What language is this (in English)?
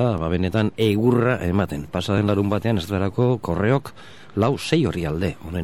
Basque